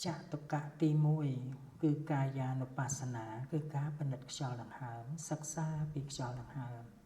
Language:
Khmer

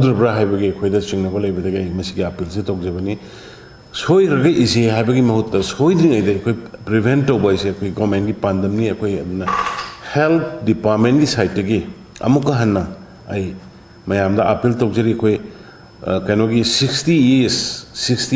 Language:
Manipuri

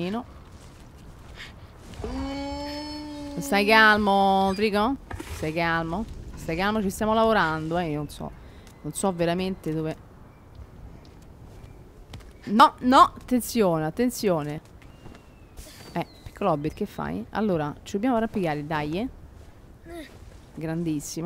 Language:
Italian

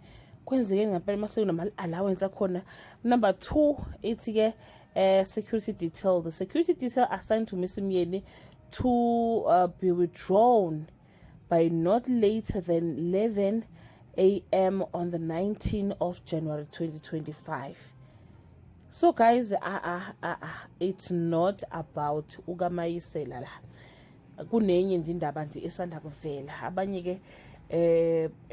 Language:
Zulu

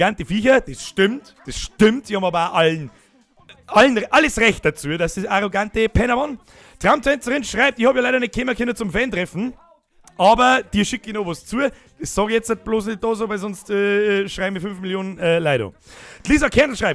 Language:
Bavarian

